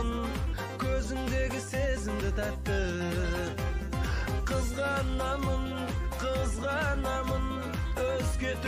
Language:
Kazakh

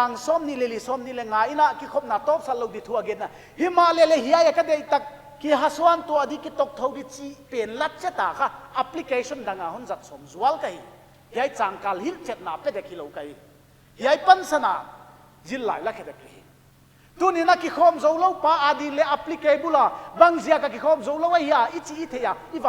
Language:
Paite Chin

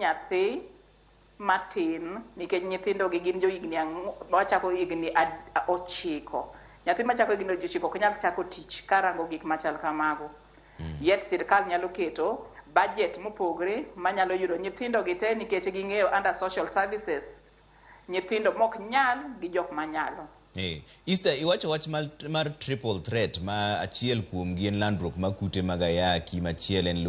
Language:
Luo (Kenya and Tanzania)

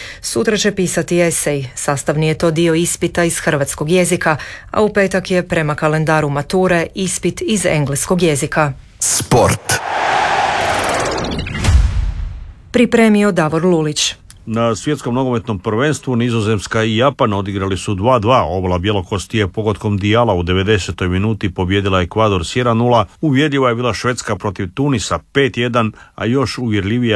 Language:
Croatian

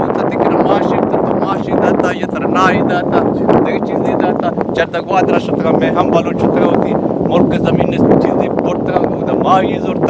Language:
Eastern Balochi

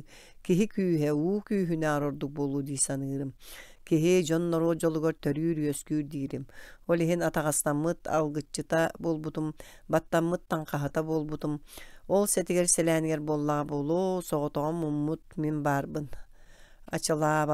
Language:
Yakut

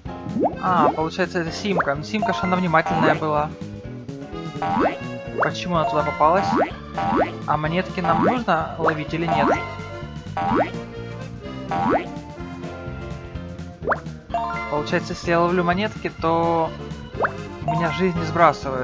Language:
Russian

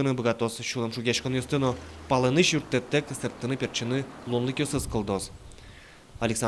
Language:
Udmurt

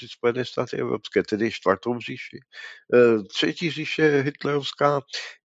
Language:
Czech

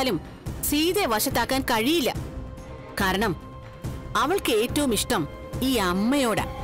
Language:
Malayalam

